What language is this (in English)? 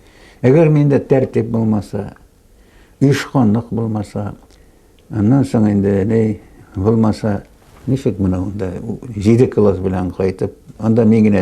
Bashkir